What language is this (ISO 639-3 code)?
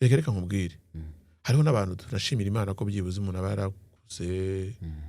kin